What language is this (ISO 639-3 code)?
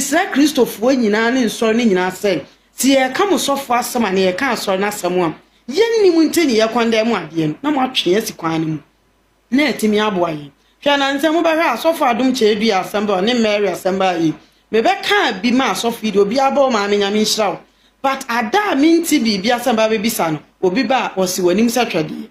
aka